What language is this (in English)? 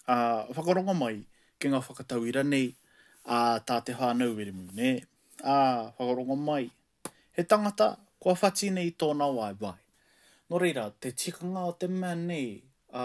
Māori